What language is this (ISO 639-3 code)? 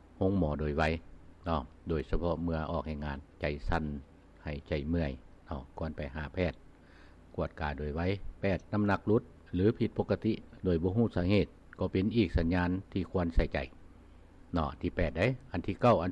lao